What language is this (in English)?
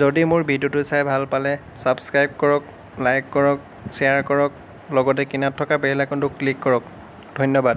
Assamese